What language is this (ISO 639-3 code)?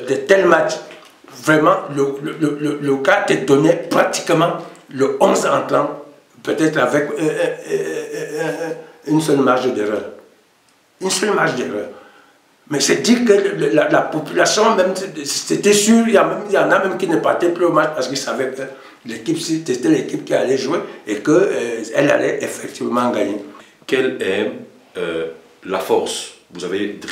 fra